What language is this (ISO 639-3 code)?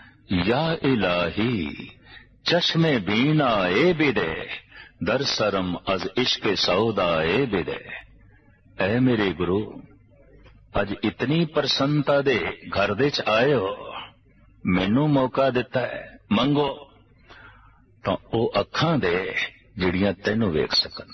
pan